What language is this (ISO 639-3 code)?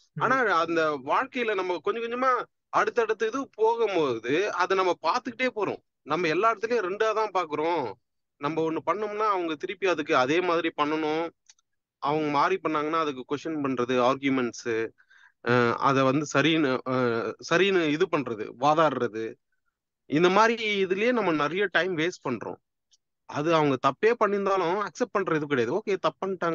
tam